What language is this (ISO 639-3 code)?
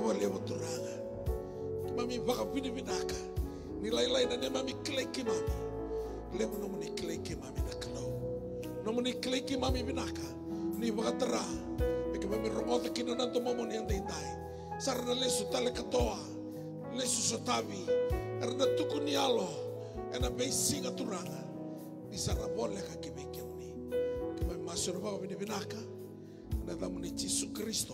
fij